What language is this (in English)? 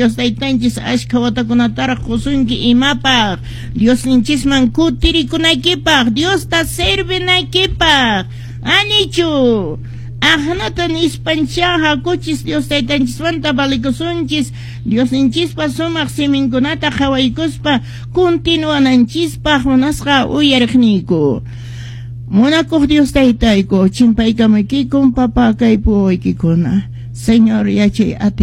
Quechua